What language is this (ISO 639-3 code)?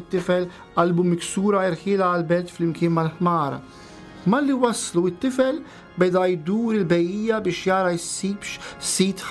mlt